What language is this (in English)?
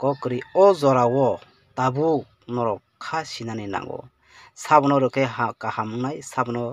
Kok Borok